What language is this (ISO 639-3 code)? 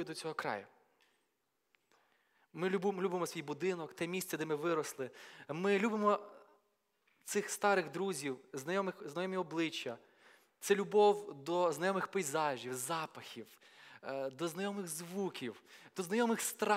ukr